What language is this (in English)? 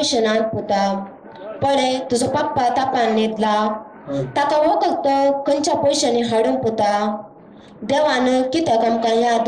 Konkani